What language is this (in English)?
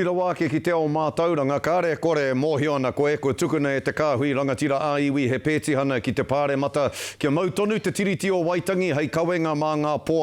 Māori